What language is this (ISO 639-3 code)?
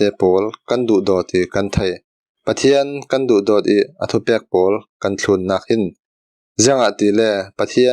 cfm